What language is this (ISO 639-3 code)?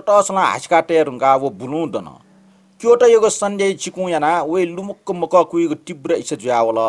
new